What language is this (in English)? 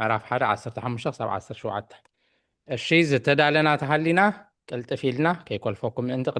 Tigrinya